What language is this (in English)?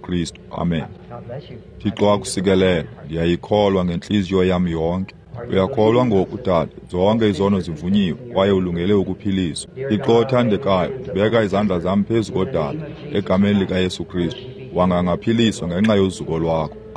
Xhosa